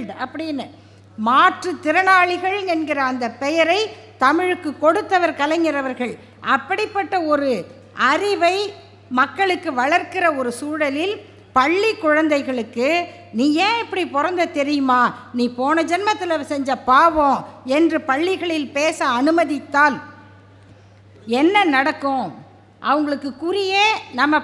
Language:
Tamil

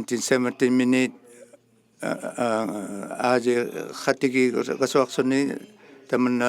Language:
Inuktitut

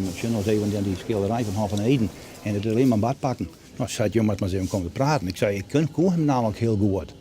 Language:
Western Frisian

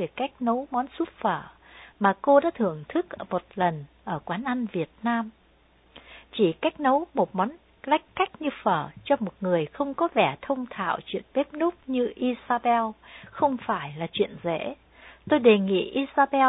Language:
Vietnamese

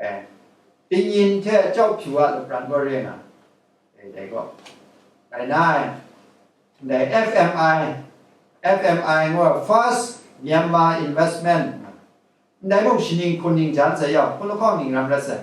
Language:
Kachin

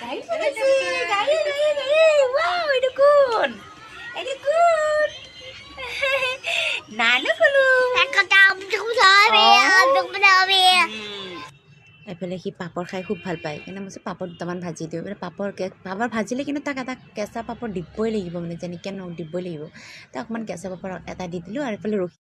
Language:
Assamese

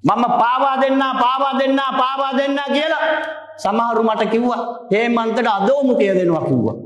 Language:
Sinhala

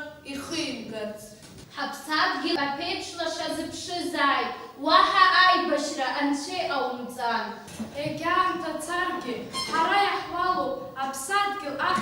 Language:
Abkhazian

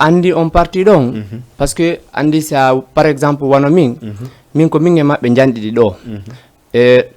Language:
Fula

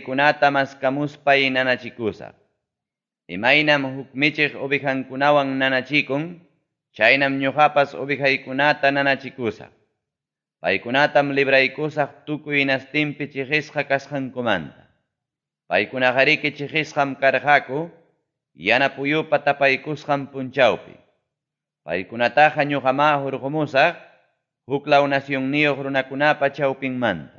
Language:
Ayacucho Quechua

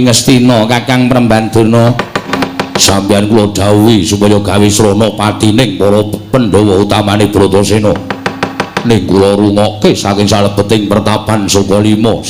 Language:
Javanese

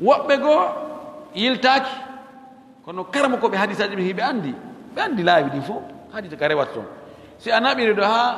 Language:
Pular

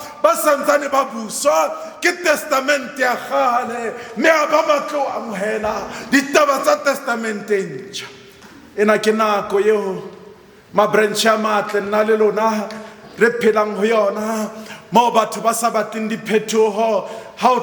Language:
Southern Sotho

